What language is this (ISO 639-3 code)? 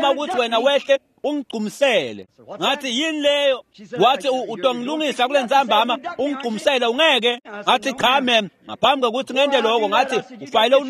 ssw